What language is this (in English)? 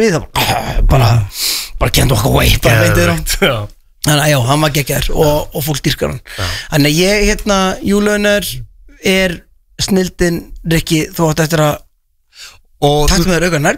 Icelandic